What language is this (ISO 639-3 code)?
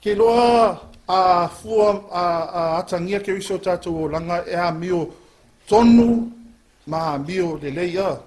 smo